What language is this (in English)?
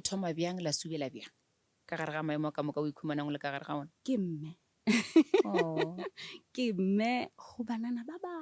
Northern Sotho